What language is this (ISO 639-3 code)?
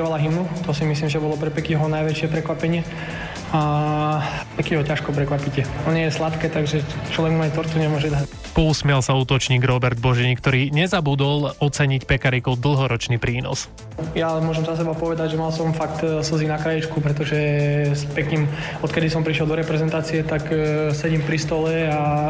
slk